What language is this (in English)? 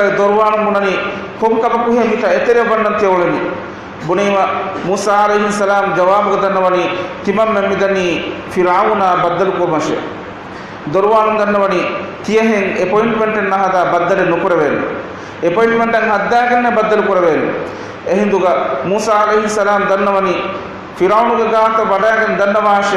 Divehi